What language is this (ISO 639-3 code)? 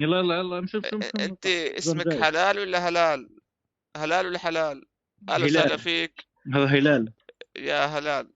apc